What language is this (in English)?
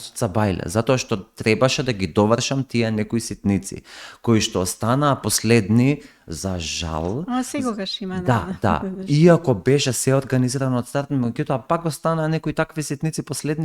Macedonian